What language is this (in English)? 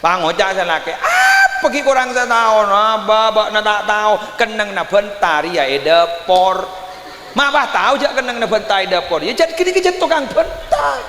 Madurese